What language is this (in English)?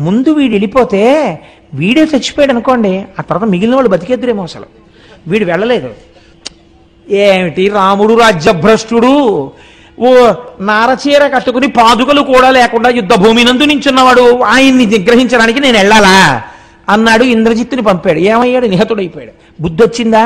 Telugu